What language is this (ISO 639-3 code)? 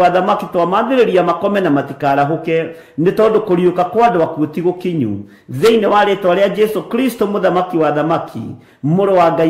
kik